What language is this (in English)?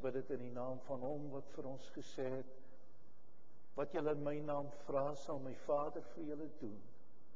Afrikaans